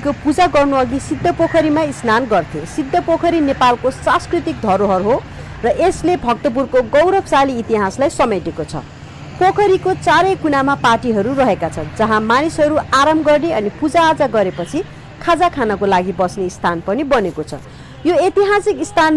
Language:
Nepali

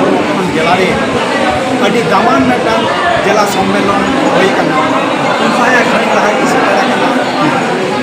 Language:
Santali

